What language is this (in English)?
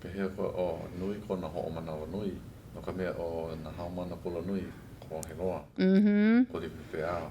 Hawaiian